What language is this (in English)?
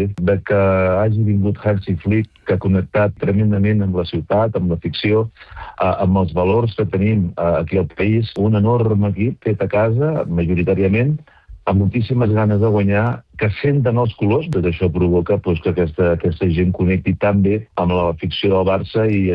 Catalan